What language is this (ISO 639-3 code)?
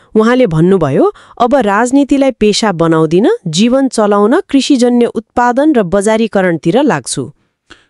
nep